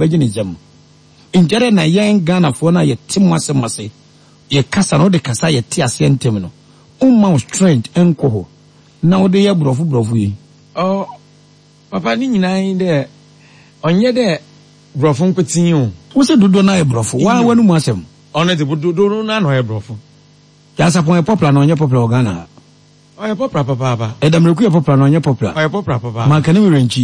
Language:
Akan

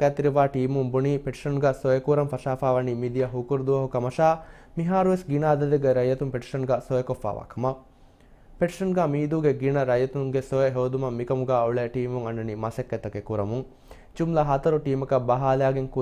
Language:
Divehi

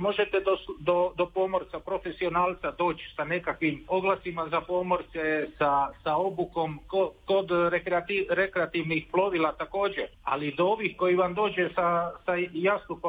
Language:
Croatian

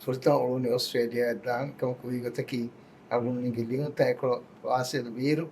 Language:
Divehi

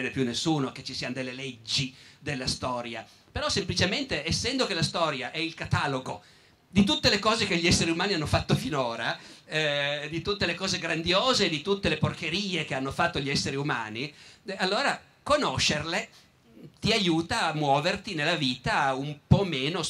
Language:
Italian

